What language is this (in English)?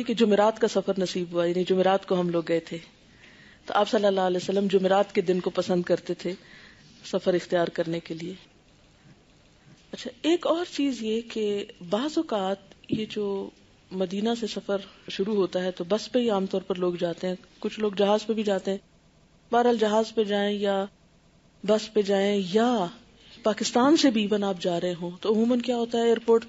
Urdu